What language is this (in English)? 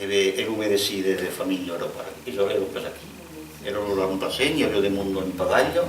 Occitan